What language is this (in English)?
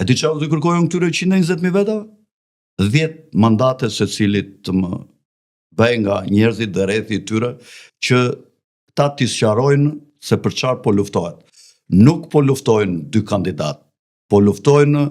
Albanian